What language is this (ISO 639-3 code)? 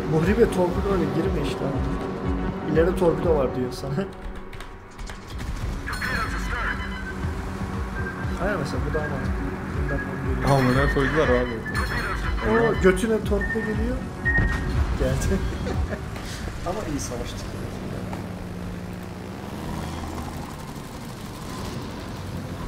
tur